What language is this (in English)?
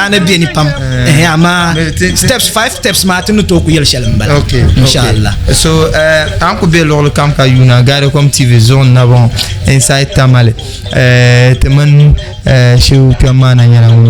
Dagbani